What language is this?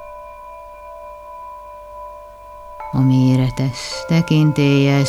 Hungarian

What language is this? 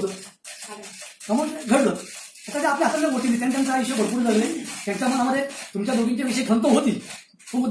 Marathi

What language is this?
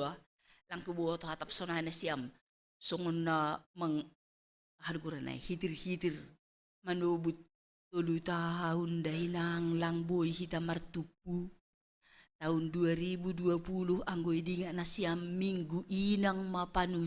Batak Simalungun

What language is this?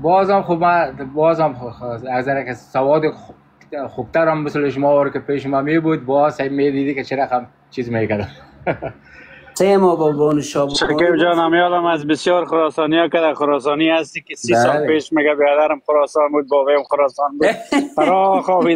Persian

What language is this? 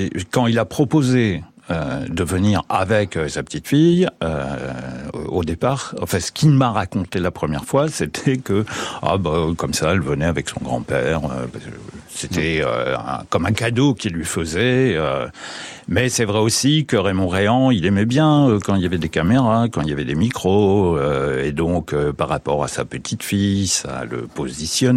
French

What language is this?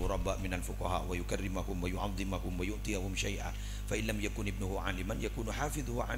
Madurese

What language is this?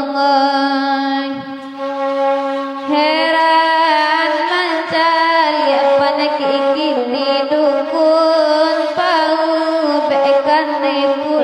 Minangkabau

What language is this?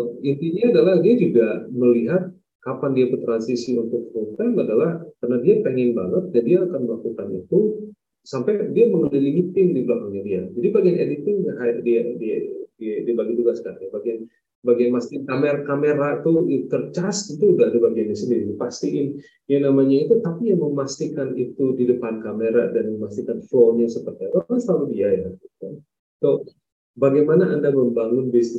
Indonesian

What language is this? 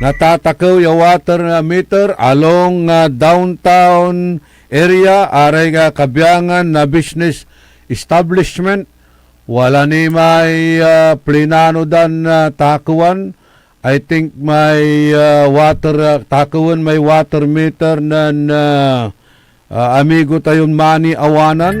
Pangasinan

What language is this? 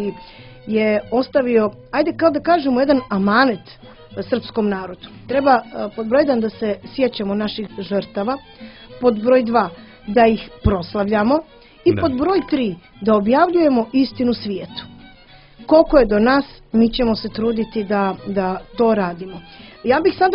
Serbian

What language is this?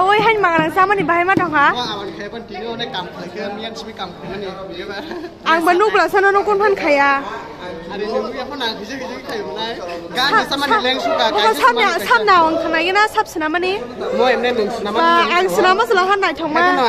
Kok Borok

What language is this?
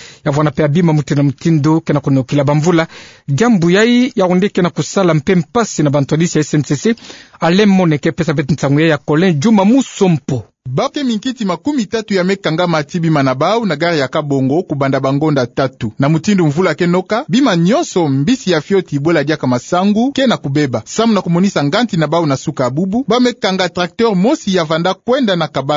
Kituba (Democratic Republic of Congo)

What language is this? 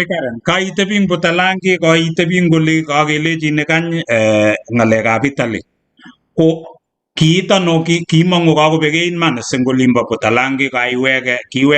Kalenjin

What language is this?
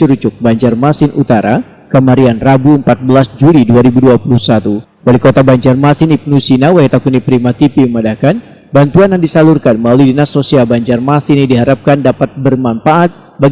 Banjar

